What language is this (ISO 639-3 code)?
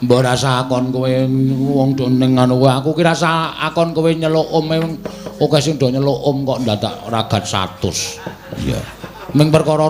jav